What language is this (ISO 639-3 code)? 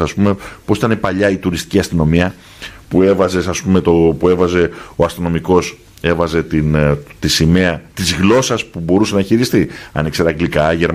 ell